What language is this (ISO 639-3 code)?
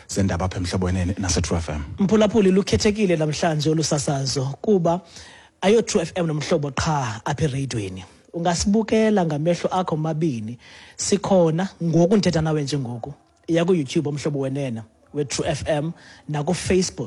xho